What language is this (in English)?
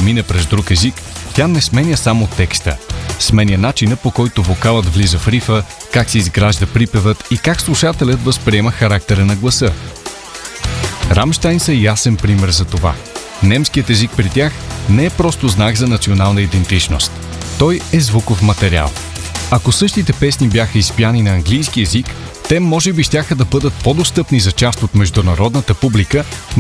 Bulgarian